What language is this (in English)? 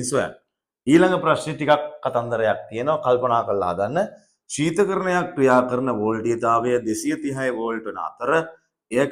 Sinhala